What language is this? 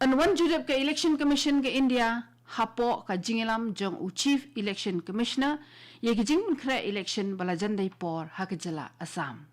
Khasi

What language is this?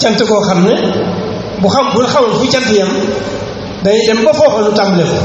Wolof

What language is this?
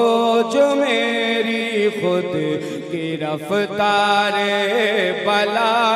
Hindi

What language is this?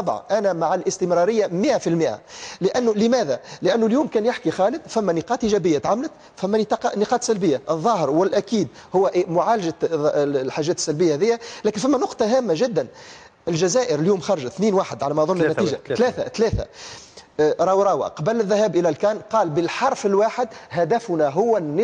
Tunisian Arabic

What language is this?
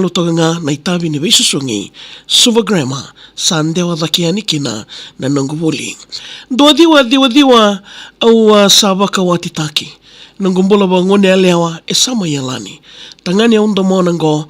Fijian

